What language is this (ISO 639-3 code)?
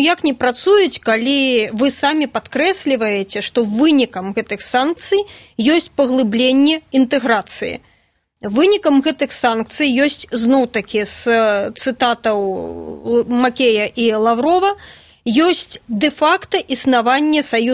bel